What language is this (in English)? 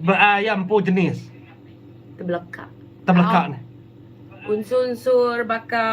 Iban